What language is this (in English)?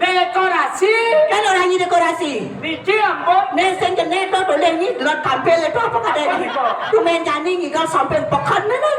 Balinese